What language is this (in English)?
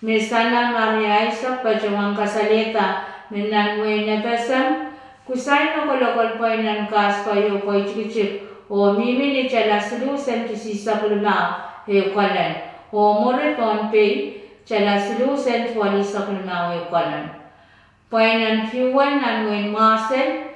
Pohnpeian